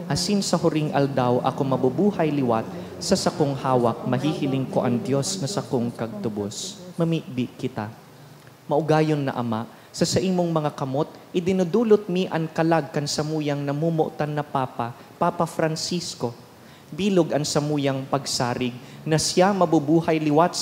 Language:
Bikol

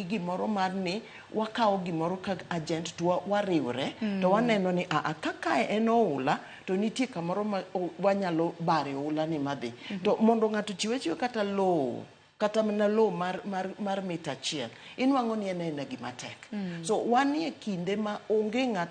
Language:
Luo (Kenya and Tanzania)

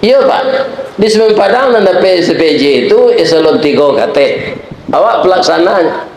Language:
Minangkabau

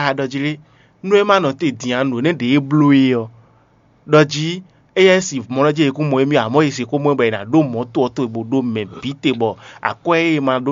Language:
Fon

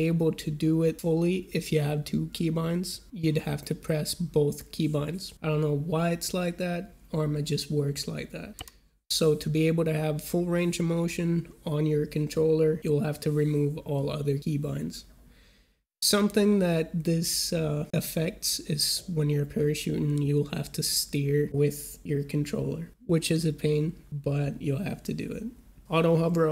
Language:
English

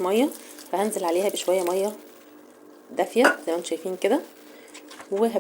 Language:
Egyptian Arabic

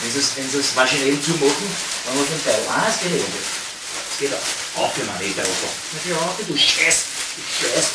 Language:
Bavarian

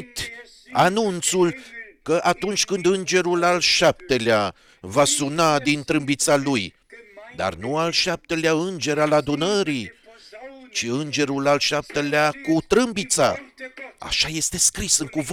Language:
Romanian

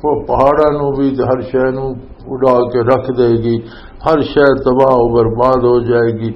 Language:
Western Panjabi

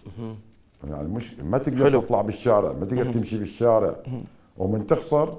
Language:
Mesopotamian Arabic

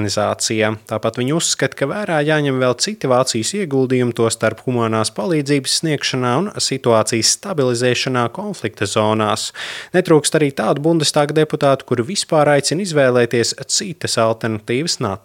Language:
Latvian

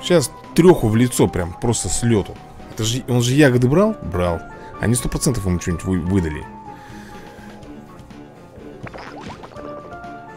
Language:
Russian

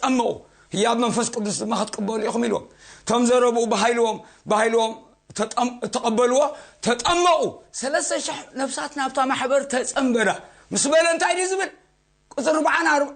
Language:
Tigrinya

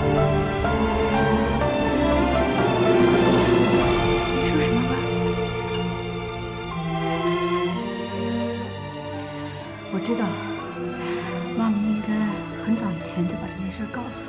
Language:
Chinese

